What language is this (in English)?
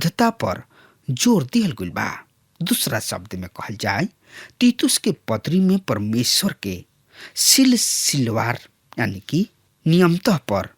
Bhojpuri